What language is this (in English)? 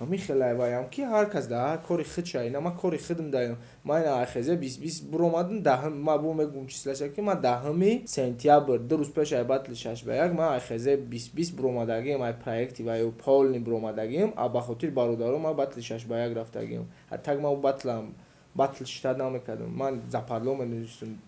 Tajik